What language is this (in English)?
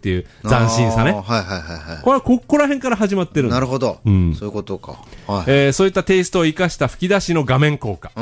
Japanese